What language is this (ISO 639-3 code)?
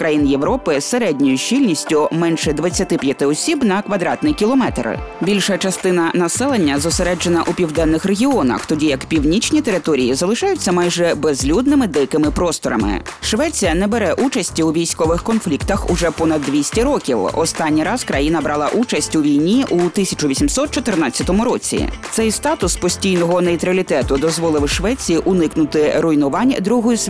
ukr